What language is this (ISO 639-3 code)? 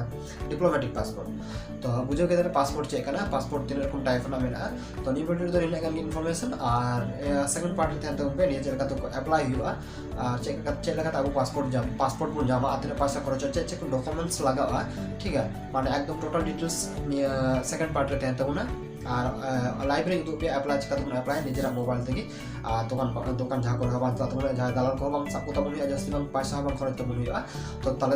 sat